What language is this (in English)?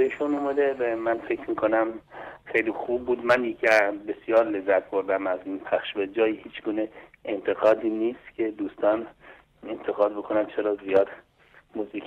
Persian